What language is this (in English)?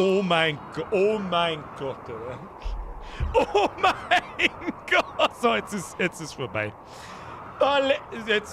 Bavarian